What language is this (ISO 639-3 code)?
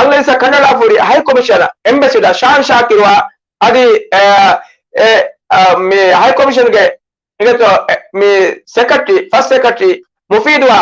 div